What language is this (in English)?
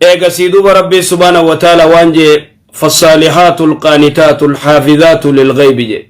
Oromo